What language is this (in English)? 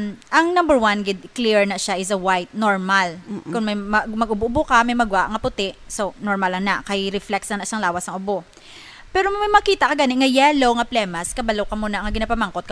Hiligaynon